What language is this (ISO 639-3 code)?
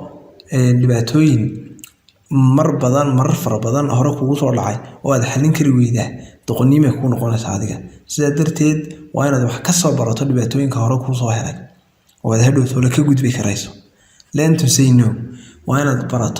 som